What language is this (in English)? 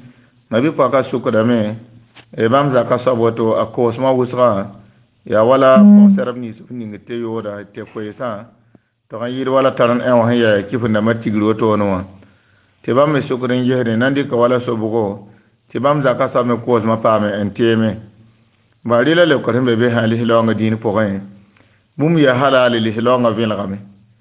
Mossi